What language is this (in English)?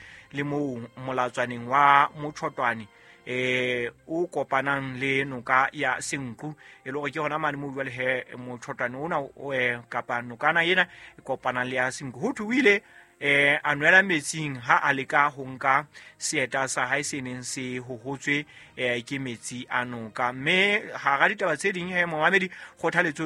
Southern Sotho